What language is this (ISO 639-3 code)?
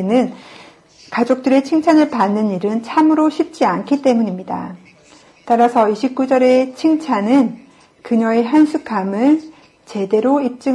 kor